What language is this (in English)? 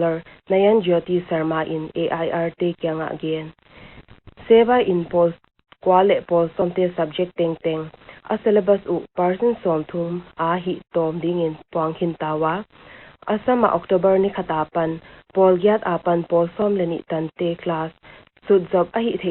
Paite Chin